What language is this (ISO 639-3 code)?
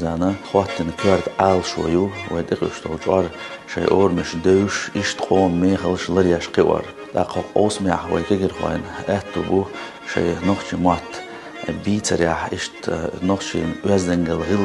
che